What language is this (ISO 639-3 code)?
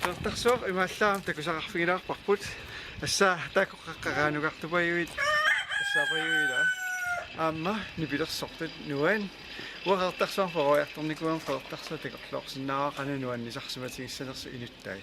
kal